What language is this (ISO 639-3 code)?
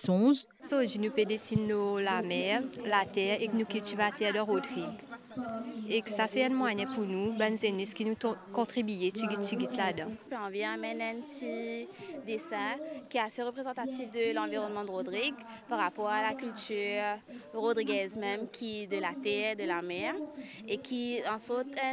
mfe